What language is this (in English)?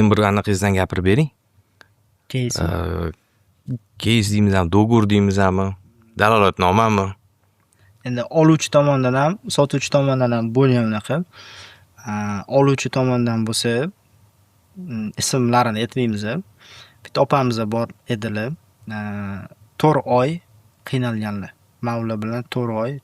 Uzbek